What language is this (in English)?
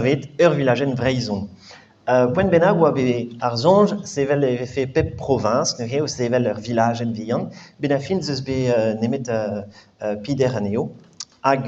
Breton